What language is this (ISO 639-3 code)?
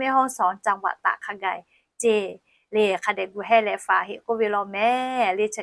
lhu